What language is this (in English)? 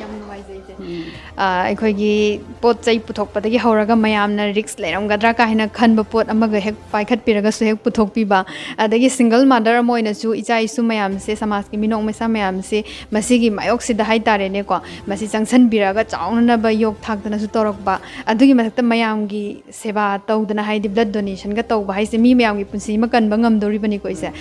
Manipuri